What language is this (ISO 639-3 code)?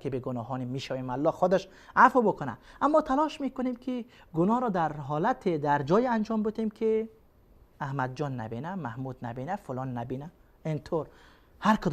fas